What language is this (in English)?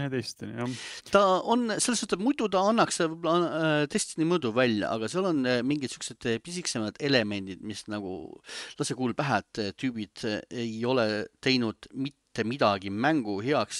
Estonian